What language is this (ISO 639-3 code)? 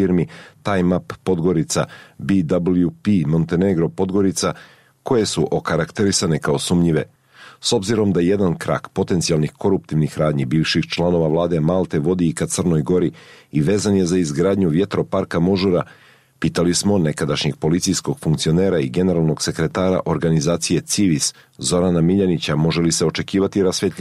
srp